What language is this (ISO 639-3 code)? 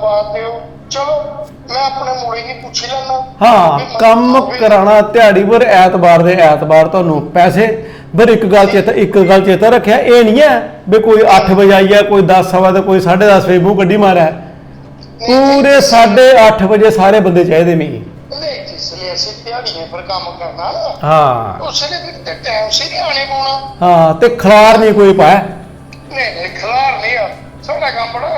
doi